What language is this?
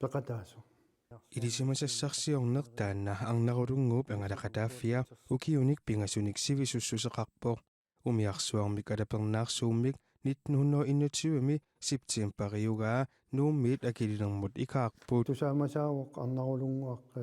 Kalaallisut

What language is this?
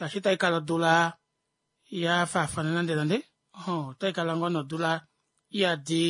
Kuanyama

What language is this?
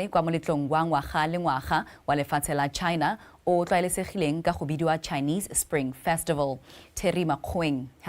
Tswana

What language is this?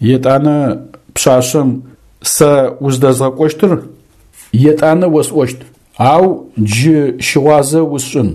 Adyghe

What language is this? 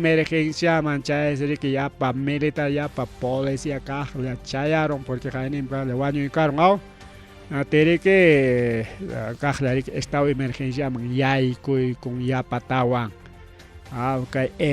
Ayacucho Quechua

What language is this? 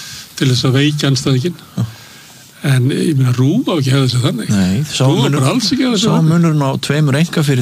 Icelandic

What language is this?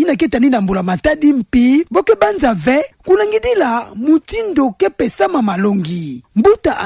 Kituba (Democratic Republic of Congo)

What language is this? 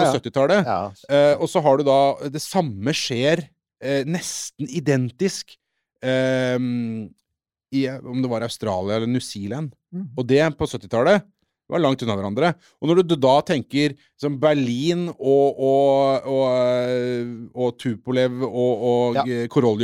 Norwegian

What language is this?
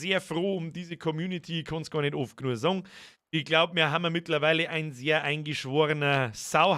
Bavarian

